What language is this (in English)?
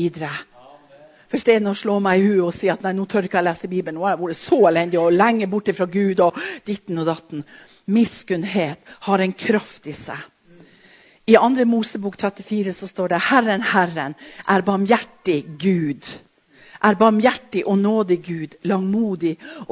Norwegian